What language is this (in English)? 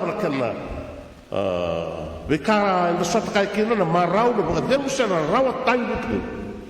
Fijian